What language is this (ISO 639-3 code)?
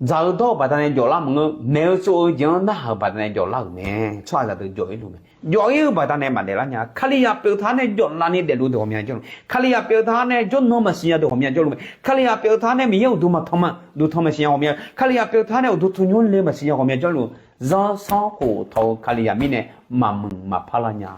ahk